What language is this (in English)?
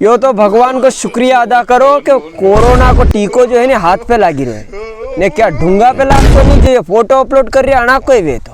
Rajasthani